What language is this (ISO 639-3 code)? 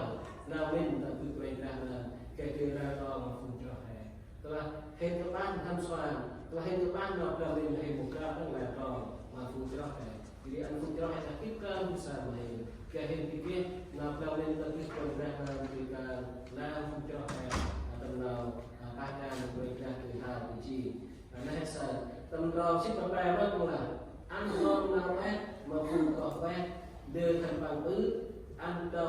cmo